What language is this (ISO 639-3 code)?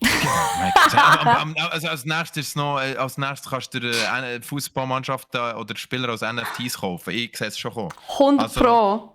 gsw